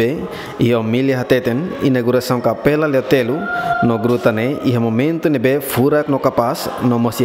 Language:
Tetum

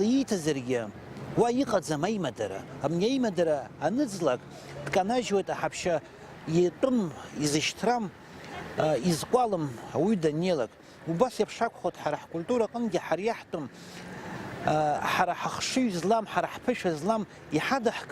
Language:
Abkhazian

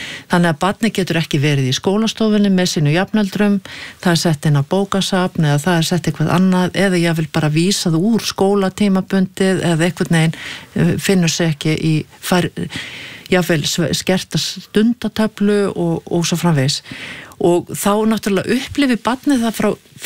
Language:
Icelandic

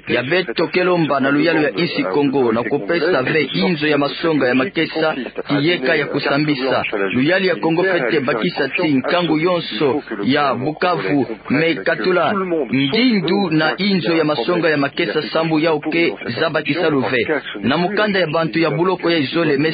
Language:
Kituba (Democratic Republic of Congo)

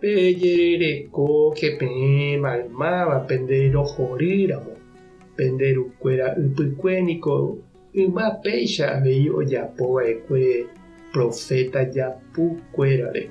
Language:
Guarani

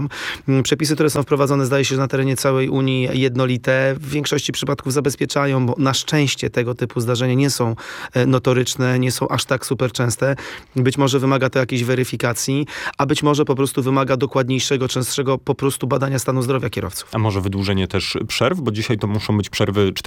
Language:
Polish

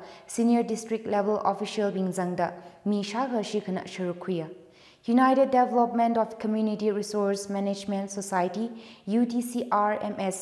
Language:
Tangkhul Naga (India)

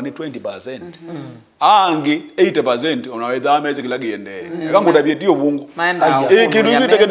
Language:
Kamba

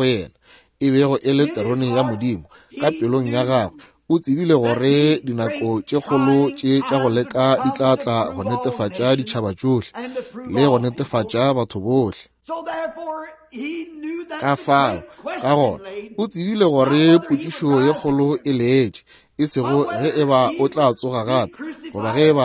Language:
Northern Sotho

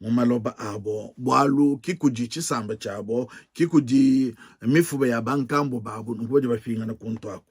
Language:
Luba-Lulua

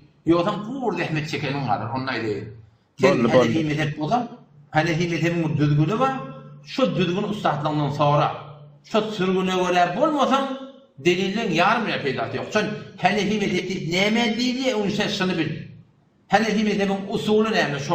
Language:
Turkmen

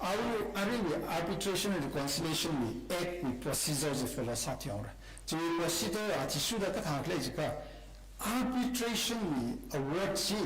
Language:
Tangkhul Naga (India)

